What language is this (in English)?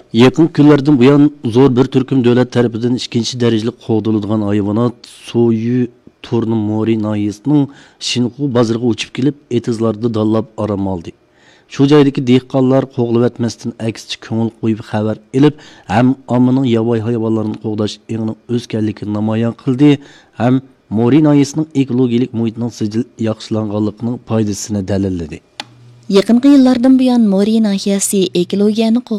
Uyghur